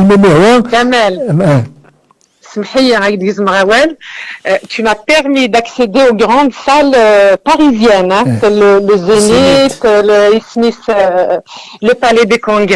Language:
Kabyle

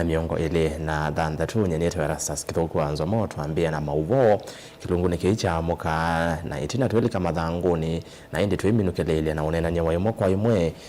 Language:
Kamba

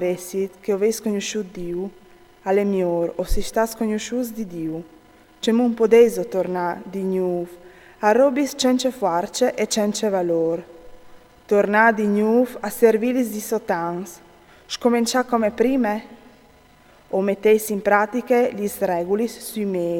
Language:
Friulian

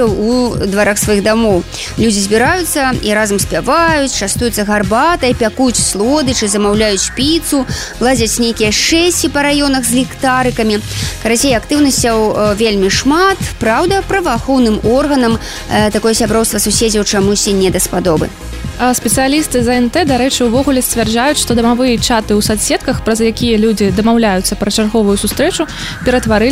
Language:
Belarusian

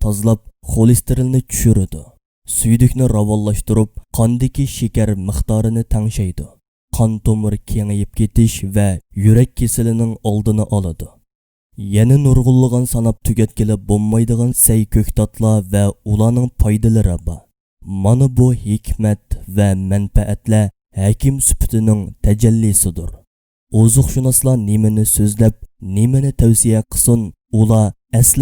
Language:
Uyghur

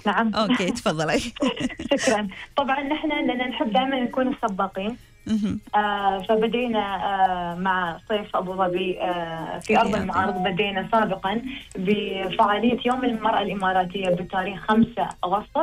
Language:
Gulf Arabic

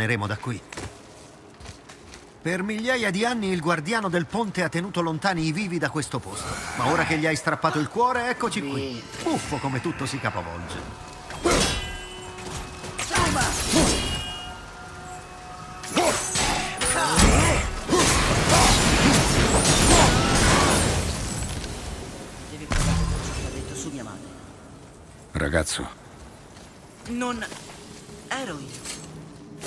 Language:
Italian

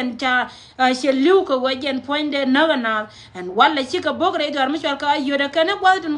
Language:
Nuer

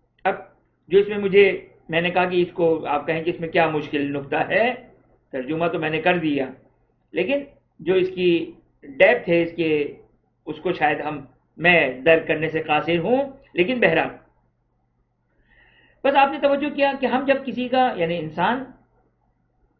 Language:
Urdu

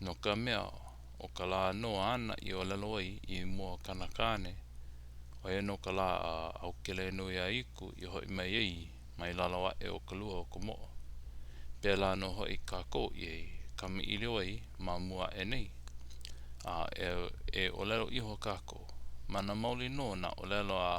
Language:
Hawaiian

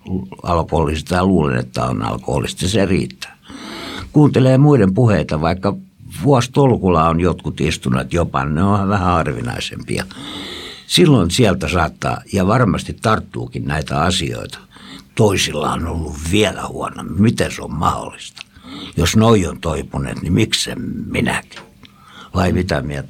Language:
Finnish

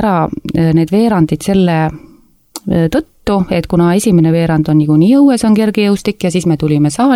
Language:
Estonian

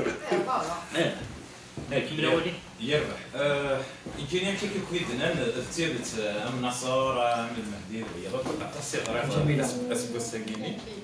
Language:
Kabyle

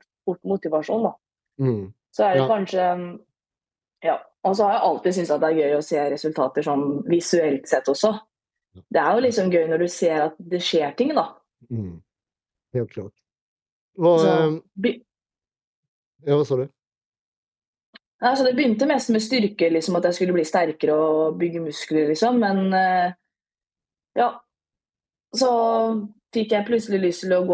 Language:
Norwegian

